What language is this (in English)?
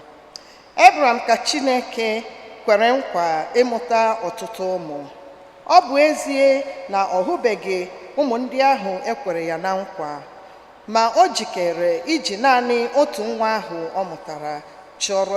Igbo